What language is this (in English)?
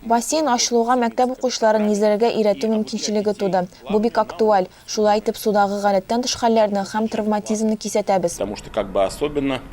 Tatar